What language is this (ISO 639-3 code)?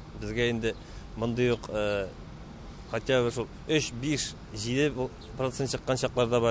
tat